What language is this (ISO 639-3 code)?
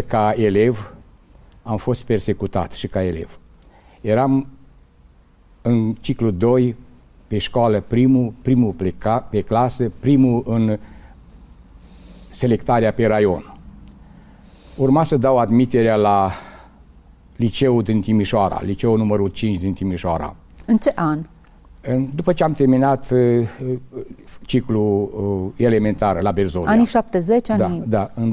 ron